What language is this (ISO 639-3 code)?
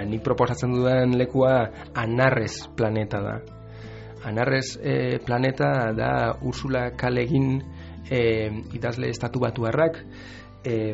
eus